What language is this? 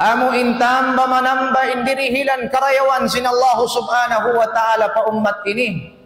Tausug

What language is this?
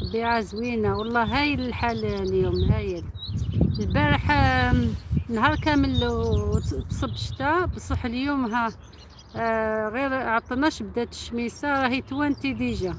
Algerian Arabic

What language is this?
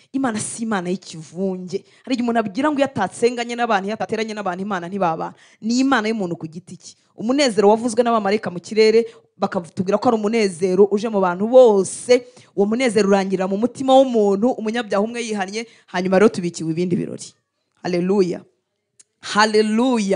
Kinyarwanda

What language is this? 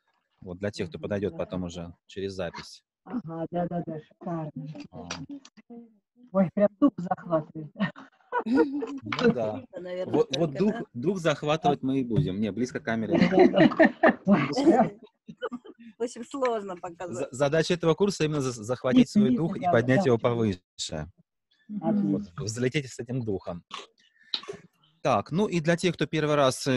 Russian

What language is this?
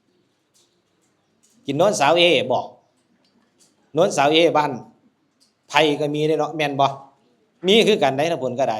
Northeastern Thai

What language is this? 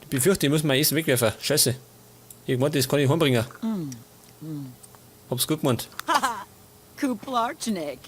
Bavarian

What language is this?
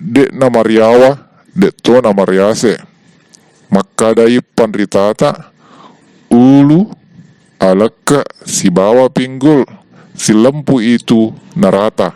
Buginese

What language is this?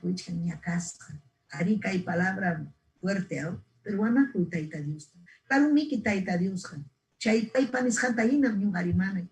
Ayacucho Quechua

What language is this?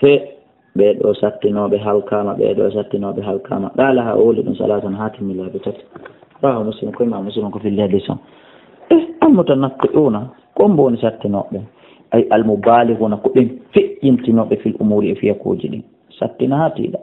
Fula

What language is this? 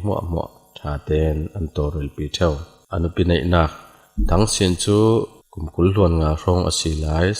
Falam Chin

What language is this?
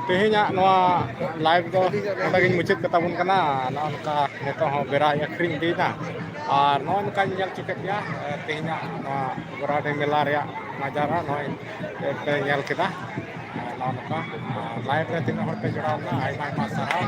Santali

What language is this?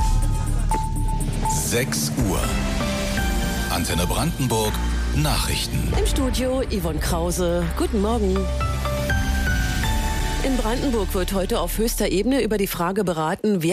German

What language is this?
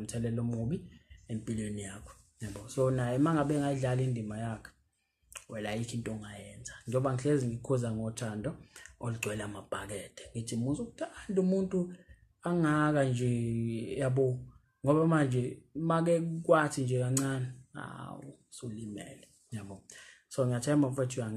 Zulu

